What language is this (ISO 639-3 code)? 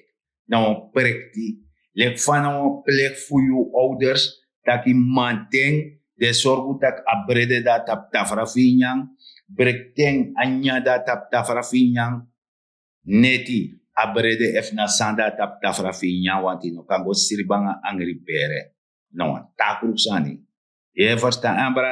srn